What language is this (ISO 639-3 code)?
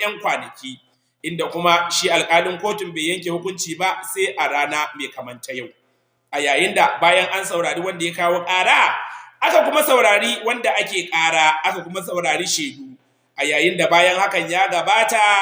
hau